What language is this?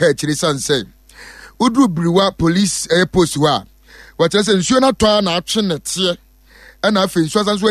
Akan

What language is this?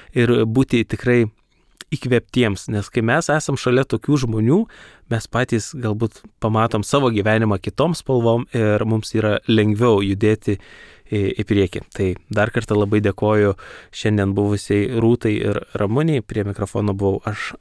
Lithuanian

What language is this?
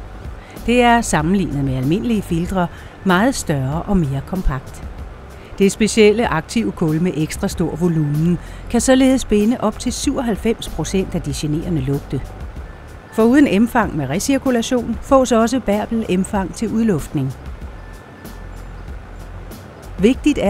Danish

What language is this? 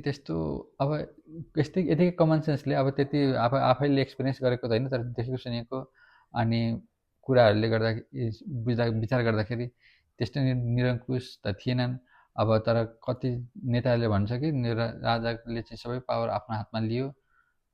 Nepali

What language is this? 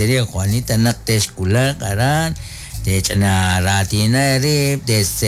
Kekchí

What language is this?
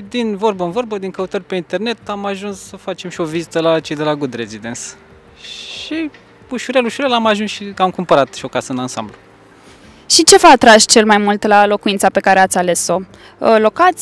Romanian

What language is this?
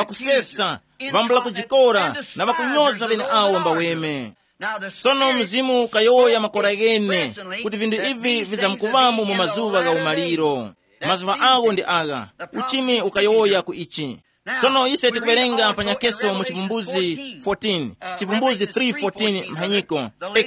Tumbuka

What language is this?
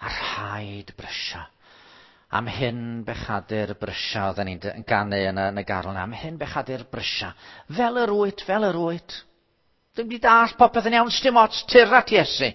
Welsh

